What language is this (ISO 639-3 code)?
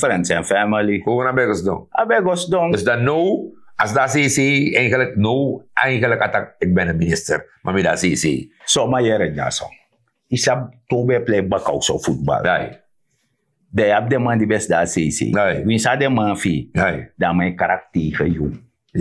srn